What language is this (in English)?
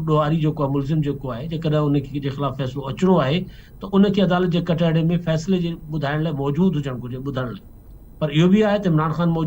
Sindhi